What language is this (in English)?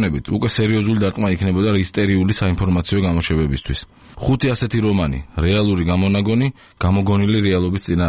Georgian